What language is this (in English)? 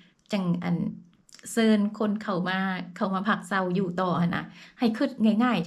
Lao